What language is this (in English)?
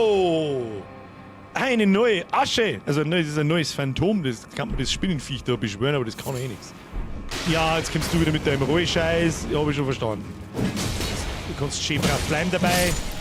Bavarian